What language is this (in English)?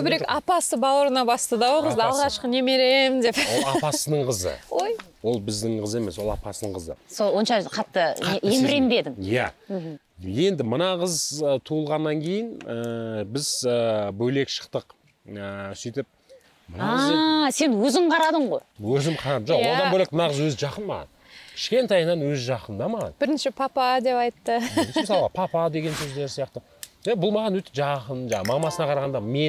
Kazakh